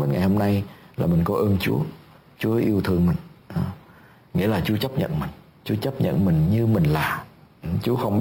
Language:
Vietnamese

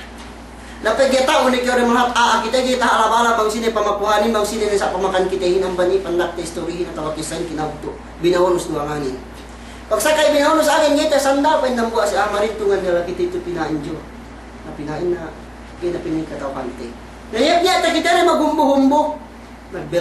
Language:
Yakan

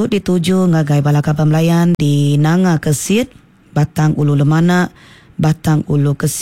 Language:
Iban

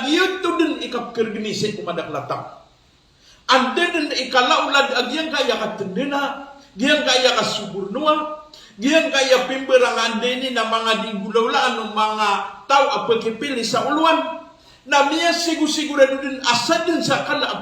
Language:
Maranao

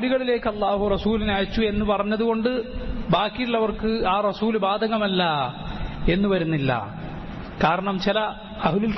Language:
Malayalam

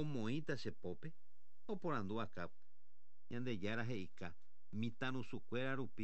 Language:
Guarani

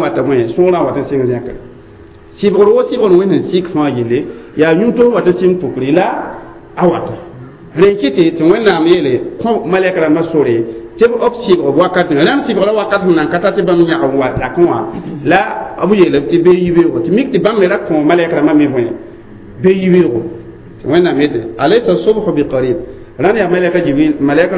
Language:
Mossi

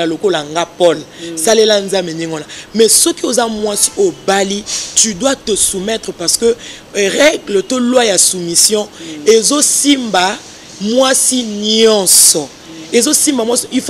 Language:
Lingala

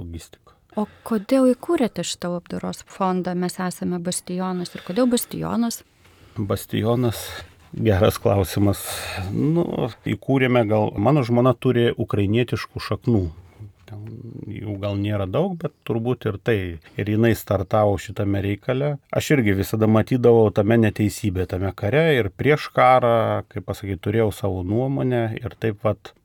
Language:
Lithuanian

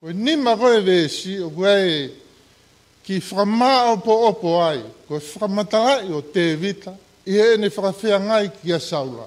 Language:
Tongan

